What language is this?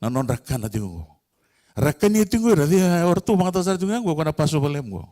Fijian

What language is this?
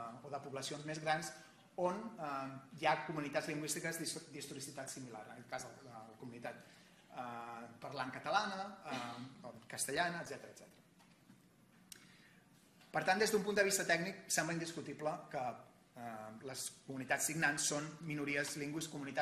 Catalan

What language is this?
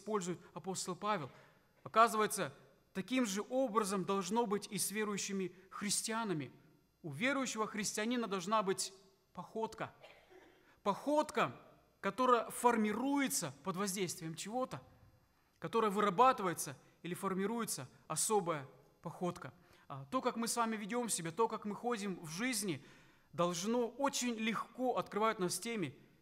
Russian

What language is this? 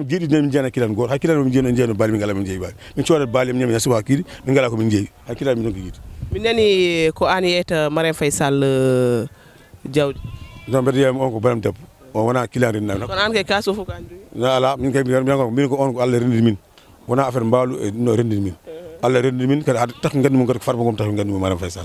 Fula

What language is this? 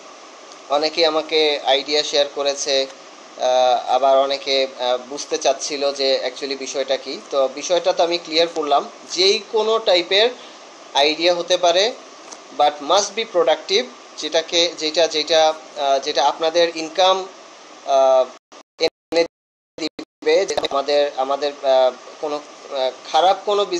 Bangla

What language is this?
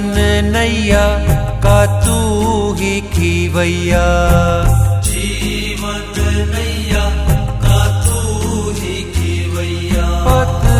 Hindi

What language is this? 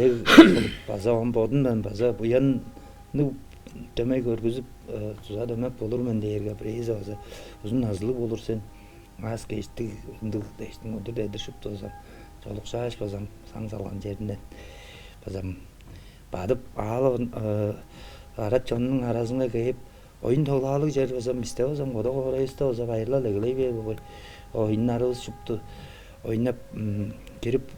Tuvinian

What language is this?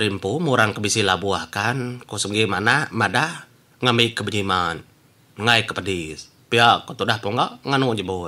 Iban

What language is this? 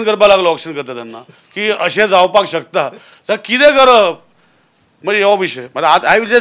Konkani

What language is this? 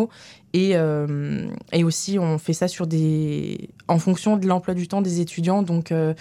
French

